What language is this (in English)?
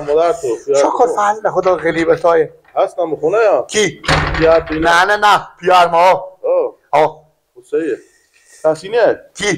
Persian